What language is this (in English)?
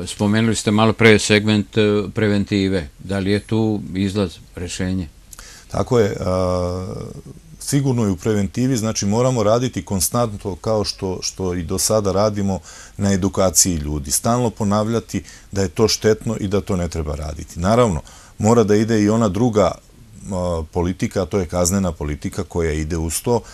Serbian